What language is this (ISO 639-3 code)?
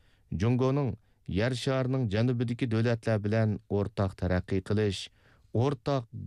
uig